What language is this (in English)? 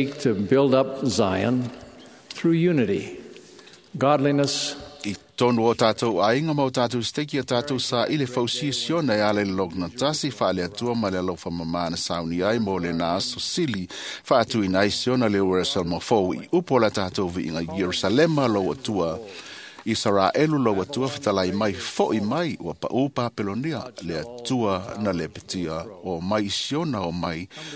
Samoan